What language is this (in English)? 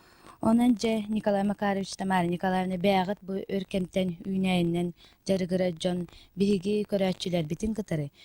Yakut